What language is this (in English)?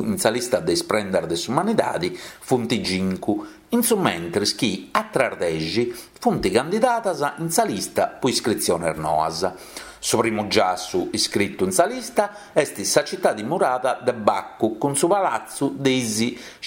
Sardinian